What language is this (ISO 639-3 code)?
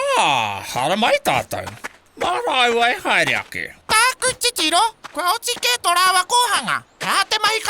mri